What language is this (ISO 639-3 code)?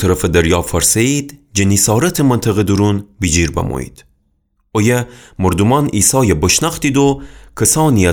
glk